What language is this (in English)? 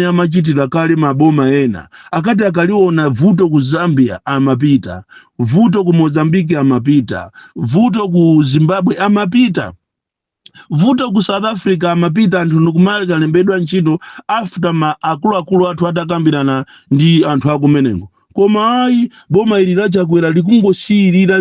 Nyanja